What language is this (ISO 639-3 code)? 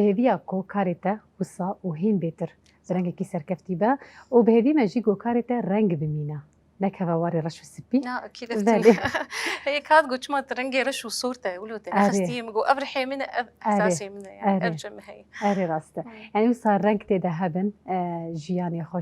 kur